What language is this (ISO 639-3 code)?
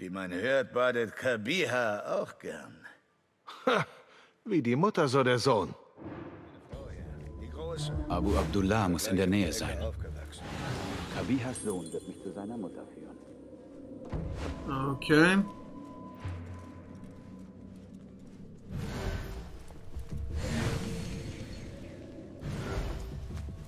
deu